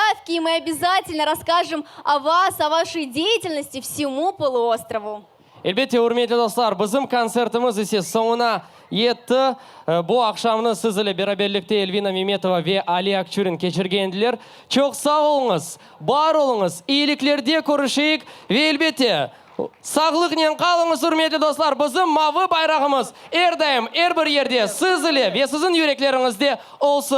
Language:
Crimean Tatar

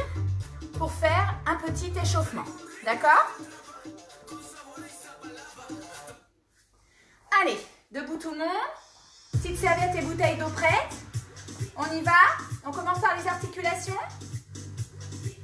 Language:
French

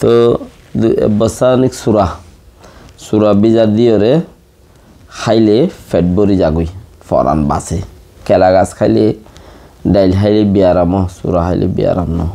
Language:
Rohingya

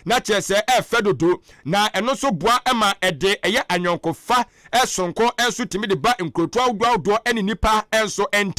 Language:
Akan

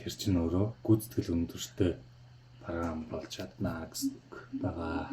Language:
Mongolian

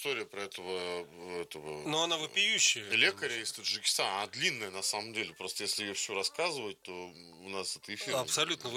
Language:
Russian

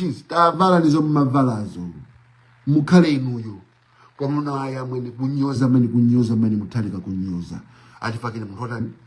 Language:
Nyanja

